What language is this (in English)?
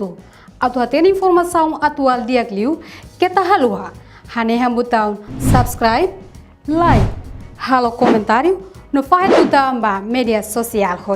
Tetum